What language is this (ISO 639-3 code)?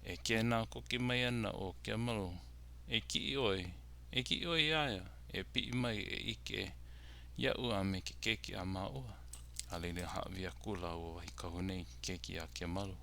haw